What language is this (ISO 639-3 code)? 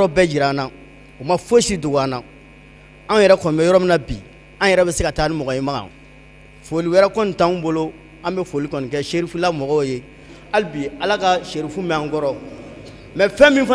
bam